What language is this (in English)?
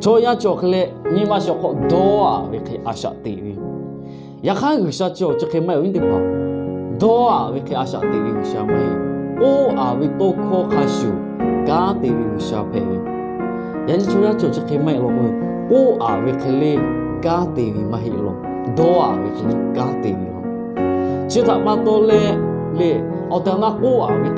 Lahu